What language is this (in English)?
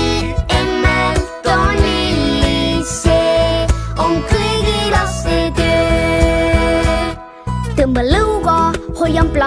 Estonian